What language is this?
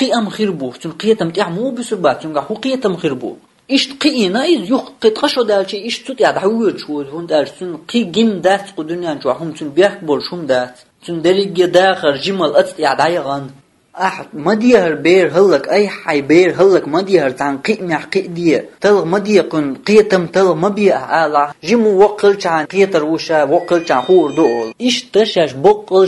Chechen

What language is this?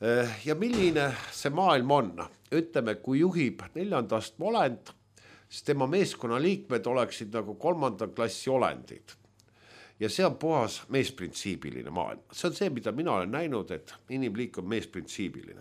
Estonian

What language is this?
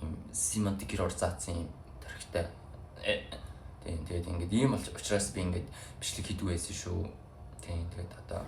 Mongolian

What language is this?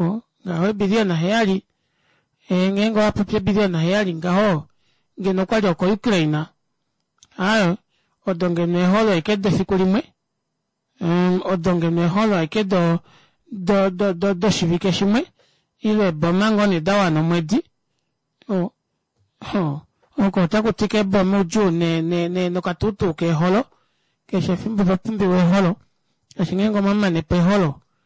Kuanyama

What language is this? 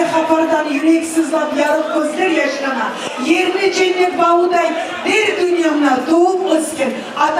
Kumyk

